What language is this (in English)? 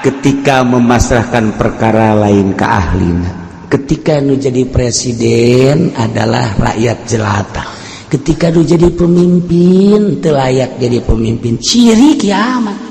Sundanese